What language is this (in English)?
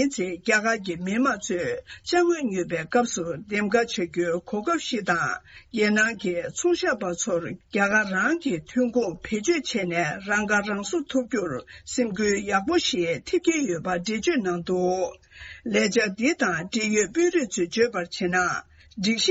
Tibetan